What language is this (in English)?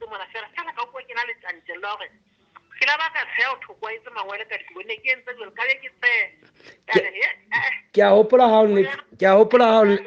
Southern Sotho